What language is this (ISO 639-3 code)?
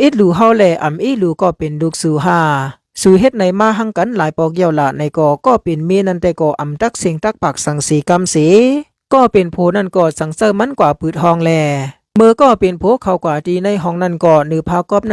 shn